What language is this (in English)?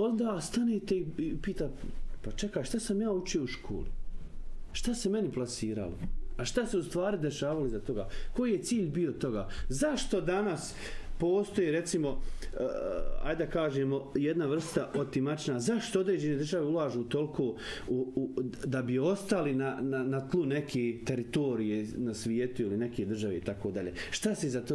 Bosnian